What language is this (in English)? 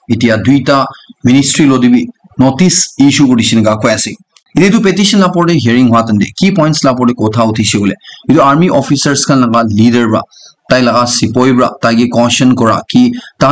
Naga Pidgin